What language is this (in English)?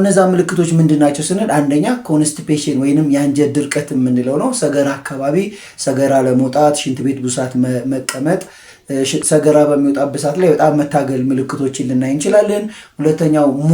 Amharic